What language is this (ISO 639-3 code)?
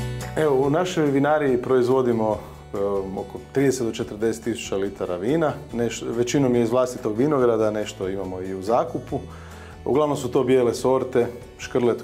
hrv